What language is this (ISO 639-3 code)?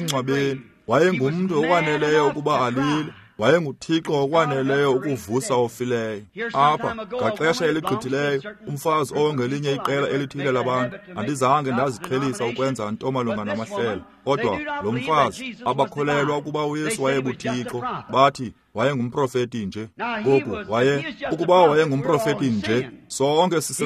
xho